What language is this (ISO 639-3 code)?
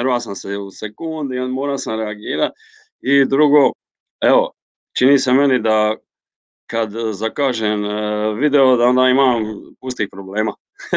hrv